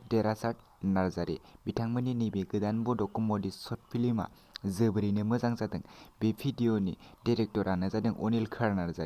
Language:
Bodo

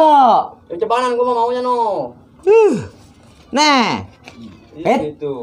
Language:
Betawi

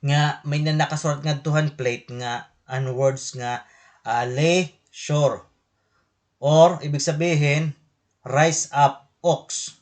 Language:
Waray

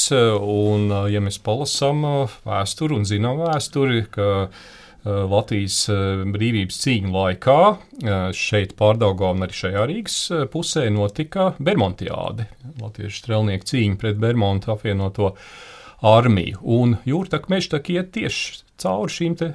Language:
Latvian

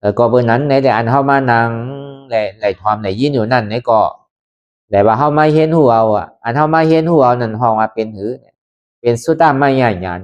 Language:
Lü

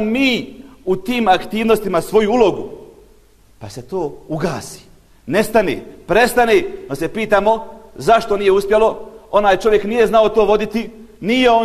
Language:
Bosnian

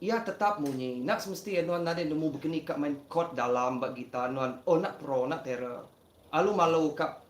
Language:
Iban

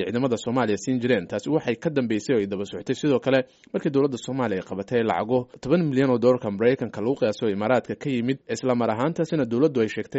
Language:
Somali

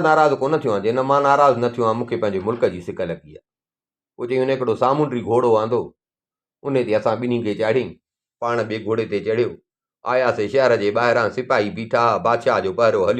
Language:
Sindhi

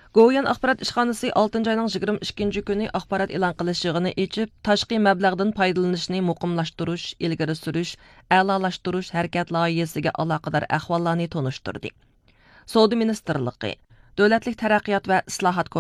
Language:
Uyghur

